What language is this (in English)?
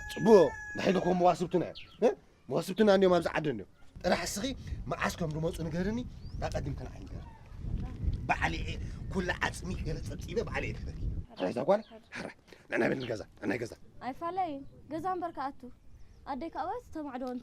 Tigrinya